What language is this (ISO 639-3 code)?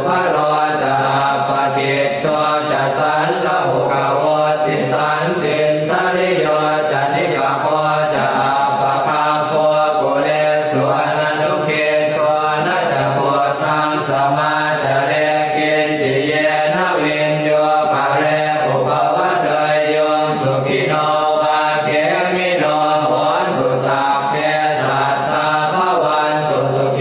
pli